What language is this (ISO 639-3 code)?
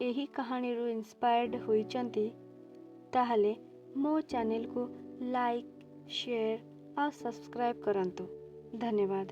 ori